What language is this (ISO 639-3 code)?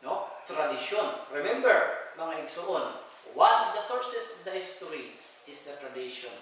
ceb